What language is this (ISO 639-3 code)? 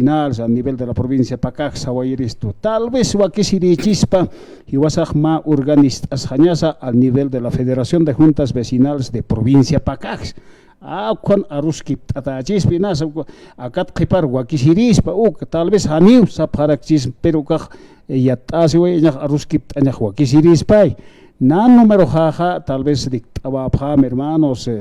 aym